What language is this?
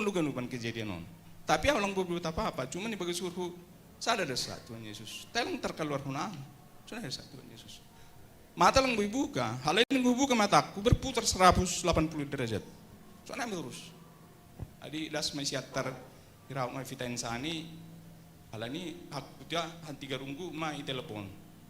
Batak Simalungun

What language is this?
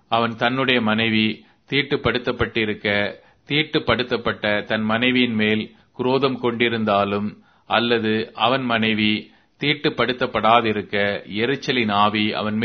Tamil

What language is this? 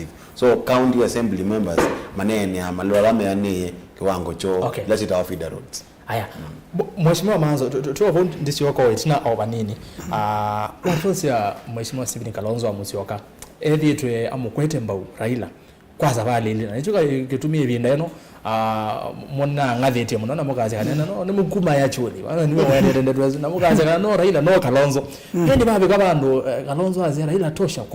Kamba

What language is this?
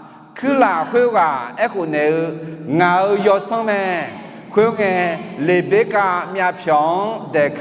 Akha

